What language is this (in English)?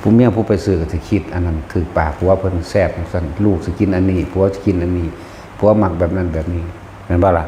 Northeastern Thai